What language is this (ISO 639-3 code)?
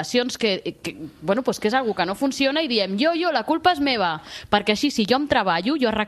cat